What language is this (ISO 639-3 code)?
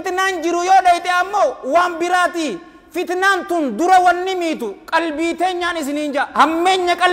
orm